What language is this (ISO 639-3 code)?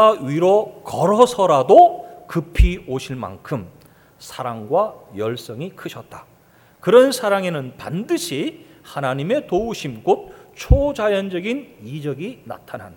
kor